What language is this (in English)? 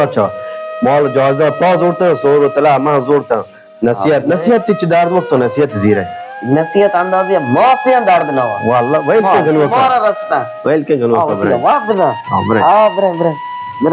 Baluchi